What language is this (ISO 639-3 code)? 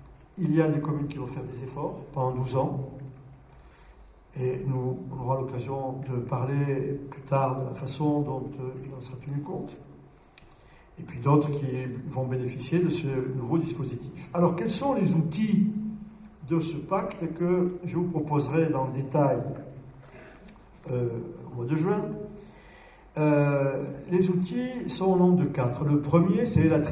fra